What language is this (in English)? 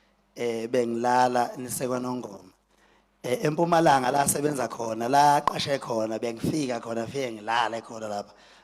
Zulu